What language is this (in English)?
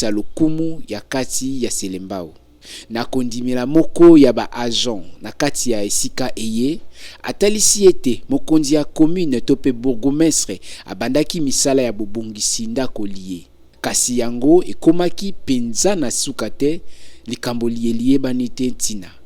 Lingala